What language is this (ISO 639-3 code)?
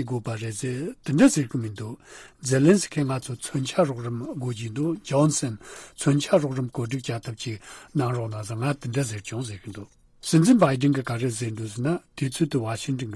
bod